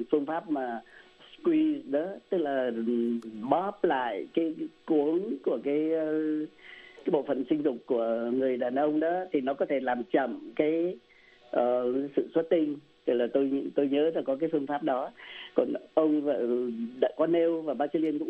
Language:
Vietnamese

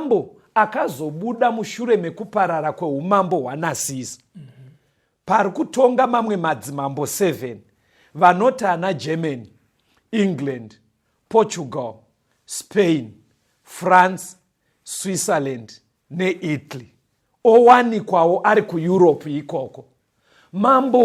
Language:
Shona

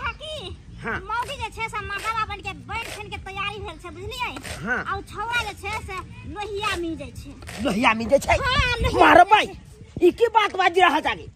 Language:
Maithili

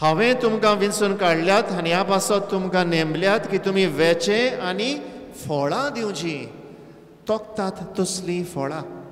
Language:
Konkani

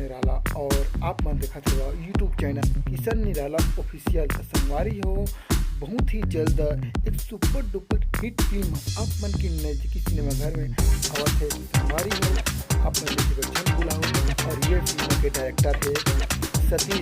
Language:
Chhattisgarhi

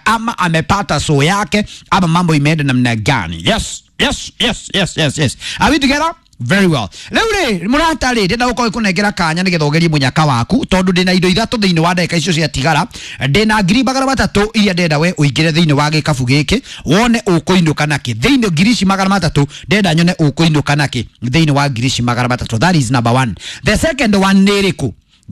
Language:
Kikuyu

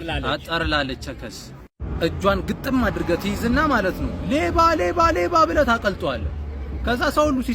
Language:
Amharic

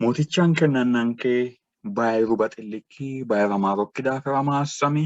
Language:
Sidamo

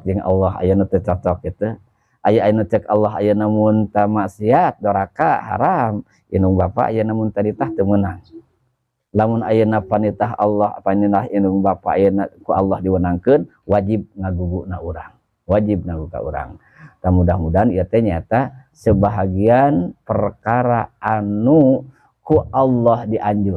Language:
Sundanese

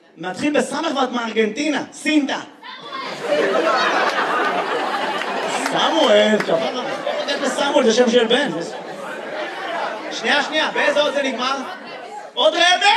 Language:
Hebrew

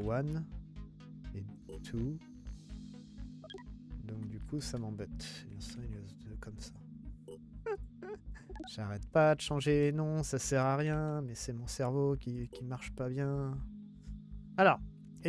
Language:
French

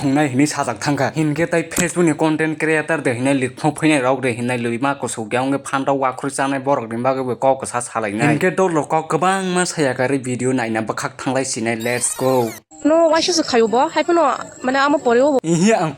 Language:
Kok Borok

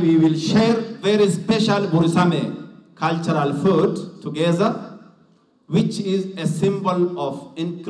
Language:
Sidamo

